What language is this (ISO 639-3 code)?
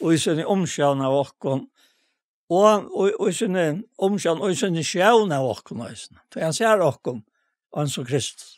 fao